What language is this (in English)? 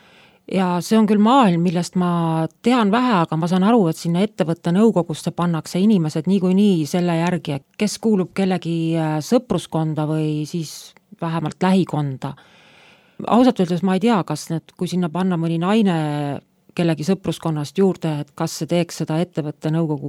Estonian